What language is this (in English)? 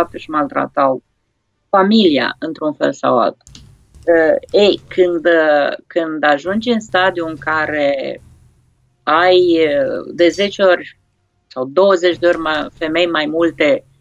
Romanian